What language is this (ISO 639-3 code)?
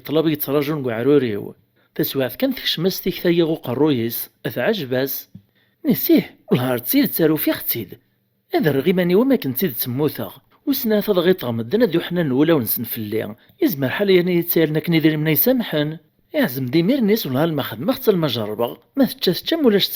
kab